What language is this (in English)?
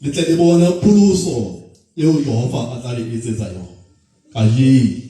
Southern Sotho